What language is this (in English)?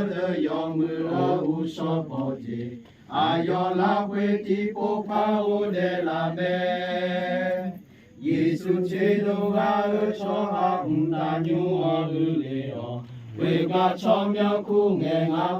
Akha